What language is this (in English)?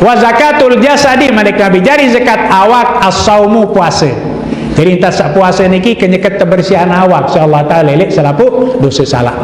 Sasak